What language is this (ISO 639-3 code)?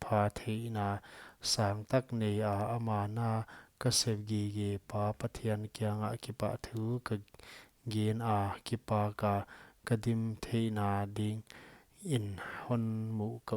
pck